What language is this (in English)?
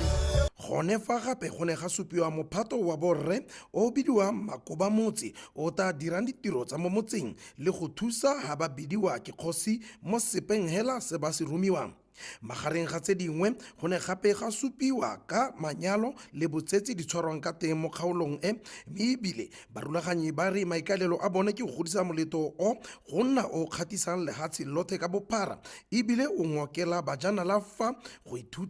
Tswana